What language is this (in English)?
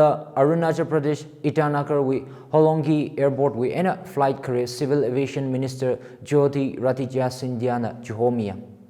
Tangkhul Naga (India)